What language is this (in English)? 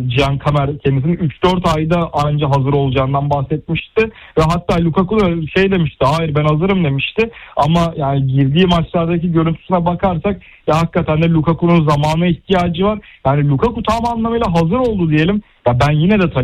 Turkish